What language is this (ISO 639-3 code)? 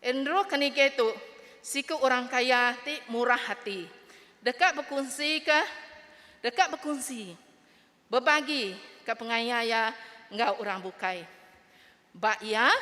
iba